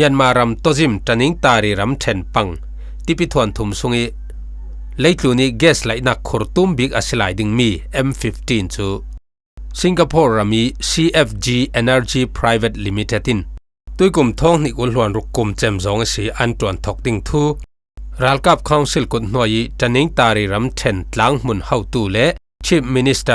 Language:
Falam Chin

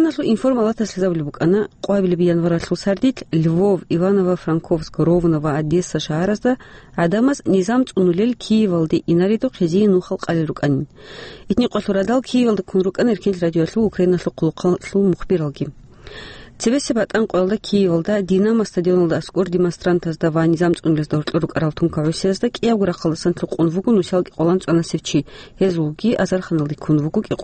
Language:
Avaric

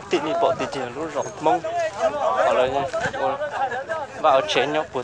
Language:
Hmong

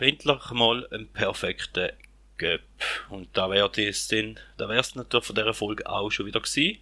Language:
Swiss German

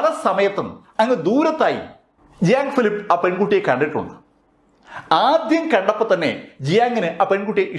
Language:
Malayalam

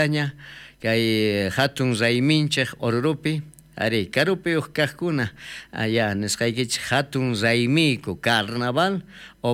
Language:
South Bolivian Quechua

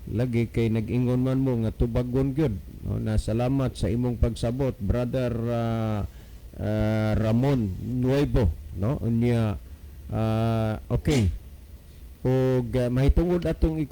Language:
Cebuano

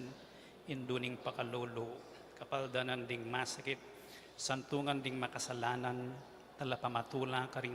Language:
Pampanga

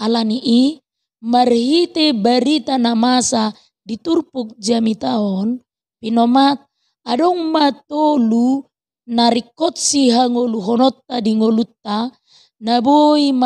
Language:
Batak Toba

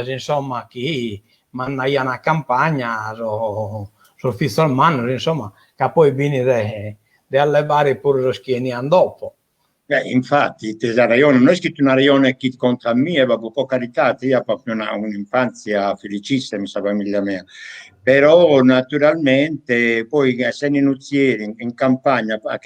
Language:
Sardinian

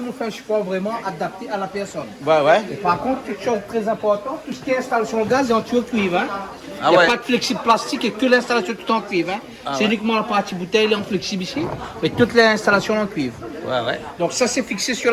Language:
Réunion Creole French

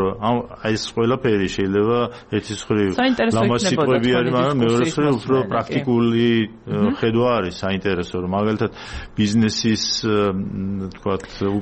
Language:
Georgian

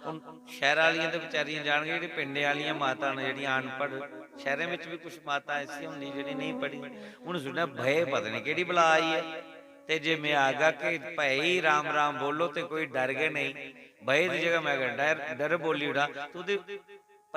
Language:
Dogri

